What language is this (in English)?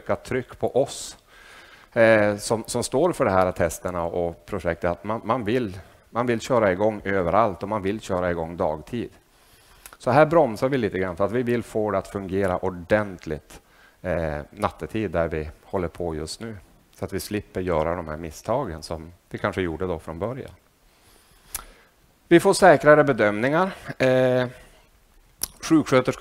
Swedish